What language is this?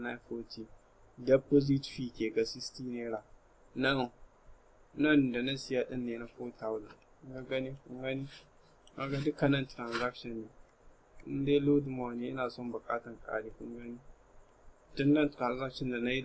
Hausa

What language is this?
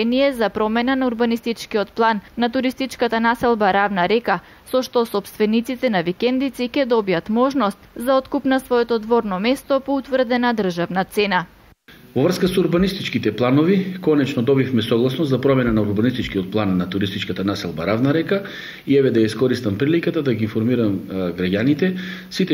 Macedonian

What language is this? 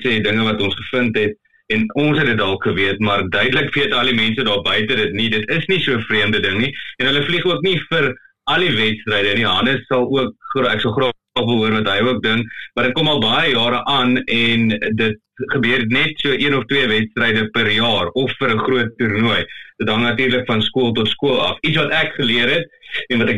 Afrikaans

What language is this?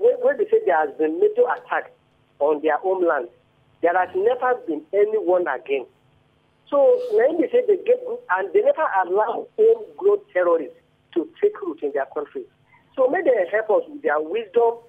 Nigerian Pidgin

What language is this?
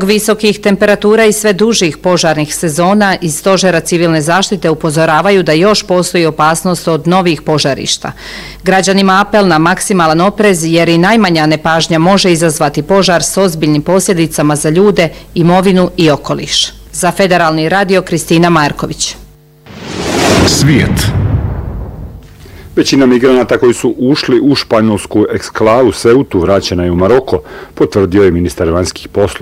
Bosnian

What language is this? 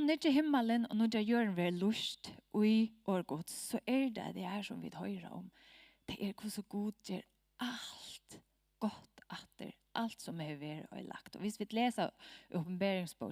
Faroese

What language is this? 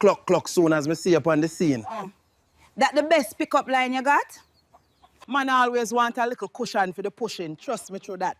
Jamaican Creole English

